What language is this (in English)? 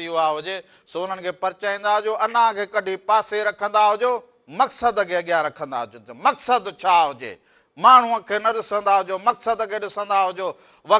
Sindhi